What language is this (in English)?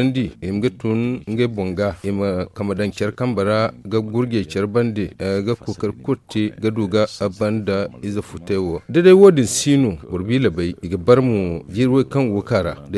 Zarma